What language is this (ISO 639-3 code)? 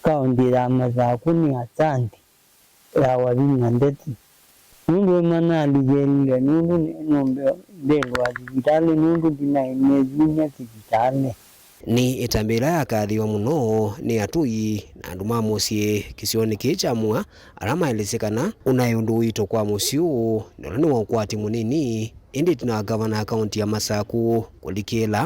kam